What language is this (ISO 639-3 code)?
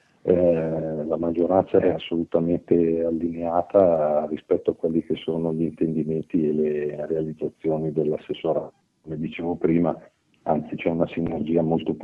ita